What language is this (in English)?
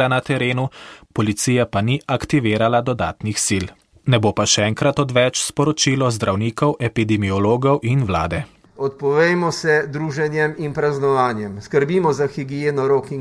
Slovenian